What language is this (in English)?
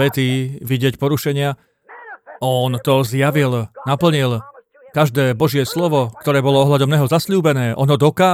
Slovak